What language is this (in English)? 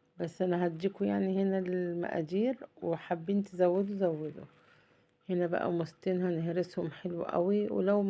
Egyptian Arabic